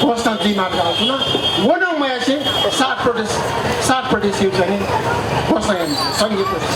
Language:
Newari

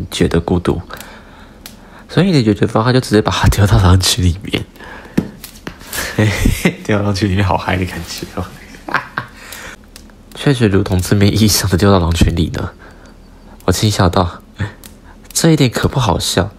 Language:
Chinese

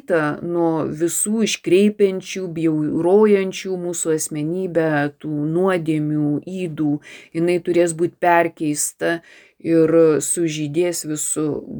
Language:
Lithuanian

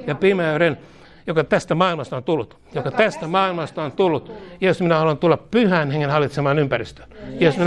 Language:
Finnish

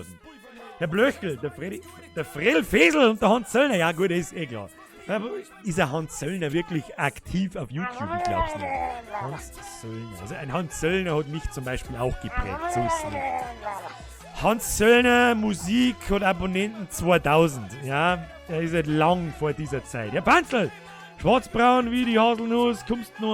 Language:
Bavarian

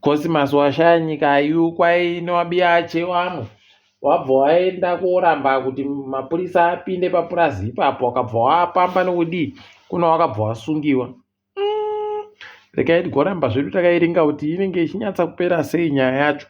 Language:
Ndau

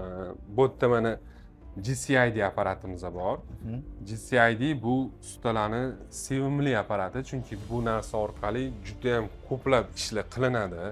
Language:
Uzbek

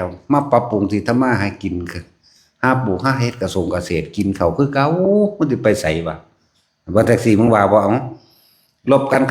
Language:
Northeastern Thai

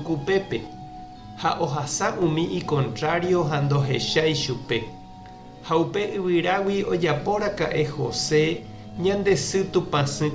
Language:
Guarani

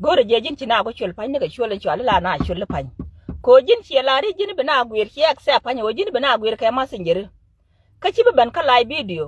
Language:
Nuer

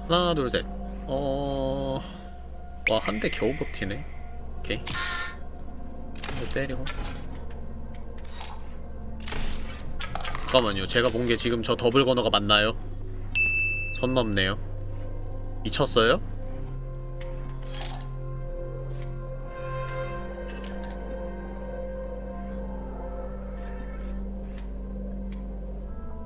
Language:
Korean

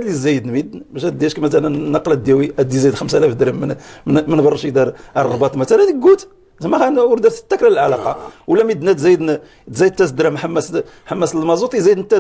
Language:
Moroccan Arabic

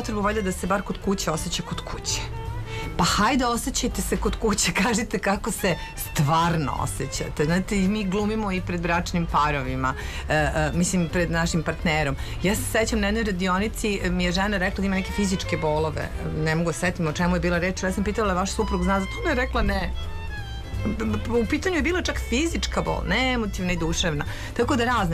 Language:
Serbian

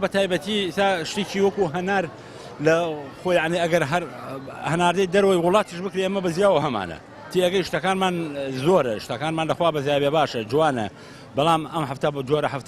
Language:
Central Kurdish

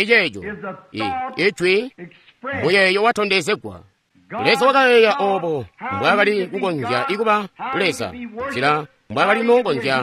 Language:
Tonga (Zambia)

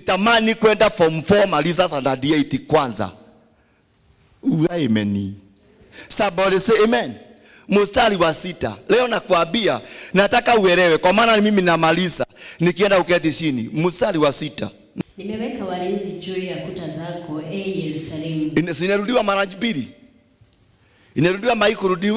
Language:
Swahili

